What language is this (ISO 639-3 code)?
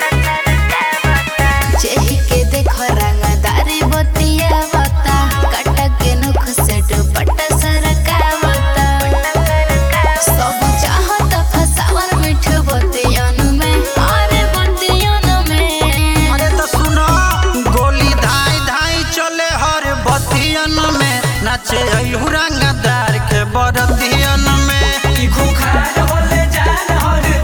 bho